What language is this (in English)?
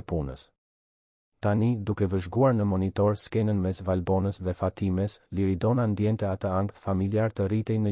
Albanian